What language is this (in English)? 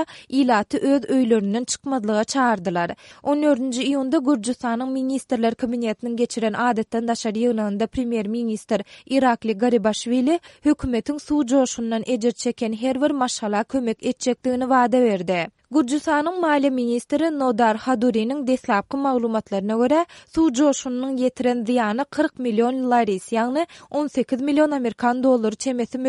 Turkmen